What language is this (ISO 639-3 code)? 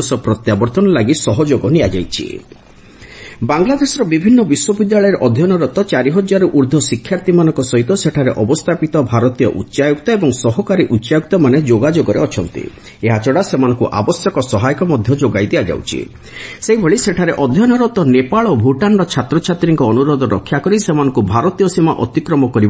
ori